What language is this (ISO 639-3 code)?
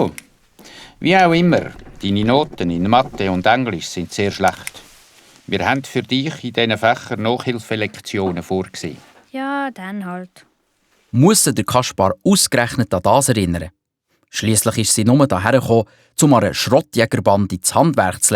gsw